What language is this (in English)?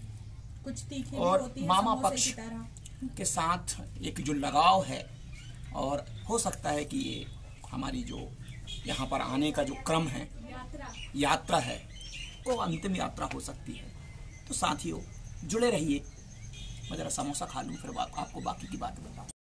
Hindi